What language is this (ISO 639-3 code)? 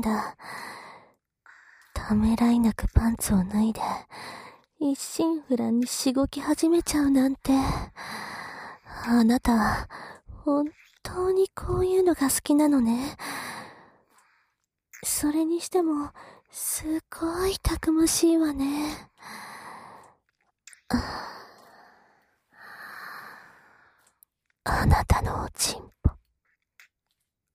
jpn